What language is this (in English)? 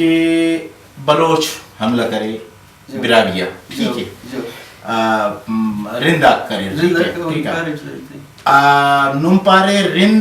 Brahui